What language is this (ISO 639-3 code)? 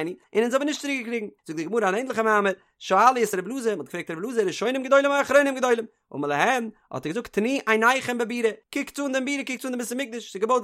yid